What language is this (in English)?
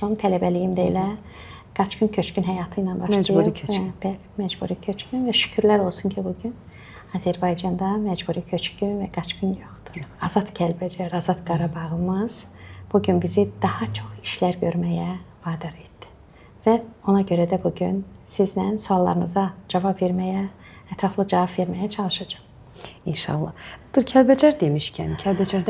Azerbaijani